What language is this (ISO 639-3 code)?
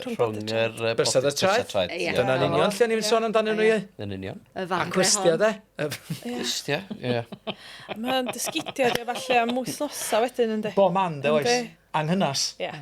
cym